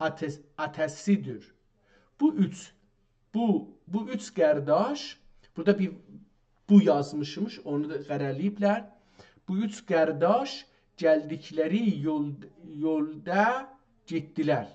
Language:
South Azerbaijani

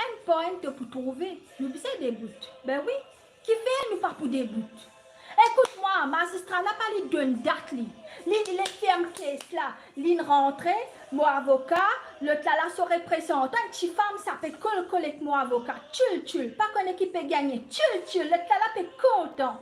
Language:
Morisyen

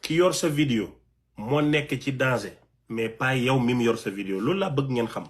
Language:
Wolof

